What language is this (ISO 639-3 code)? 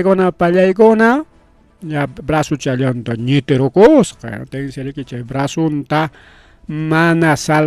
quy